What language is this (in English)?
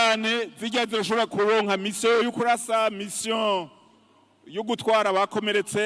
Rundi